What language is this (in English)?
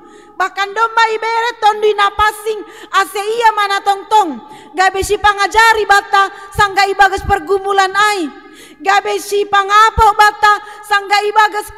Batak Simalungun